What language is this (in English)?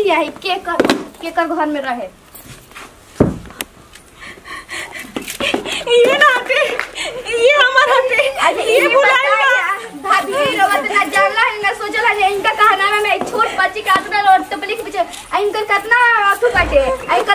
Bhojpuri